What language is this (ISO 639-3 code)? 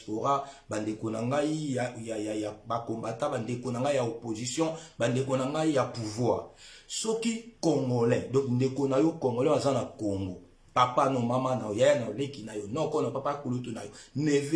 lin